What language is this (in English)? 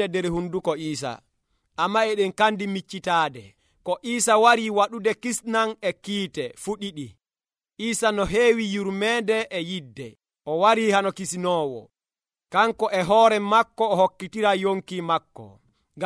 Nigerian Fulfulde